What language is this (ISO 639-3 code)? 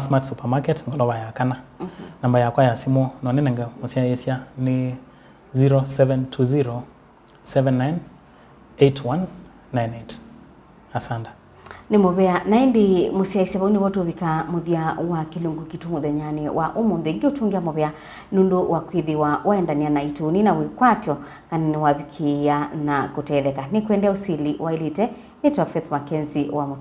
kam